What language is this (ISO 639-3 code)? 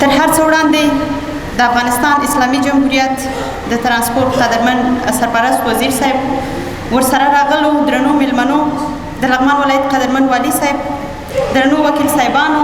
pus